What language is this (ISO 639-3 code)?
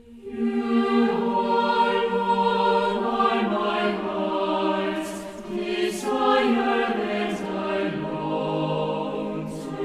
aym